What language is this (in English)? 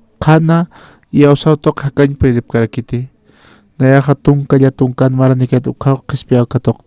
Aymara